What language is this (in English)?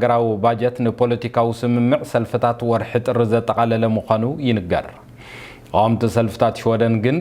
Tigrinya